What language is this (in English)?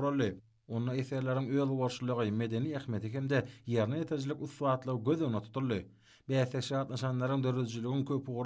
Turkmen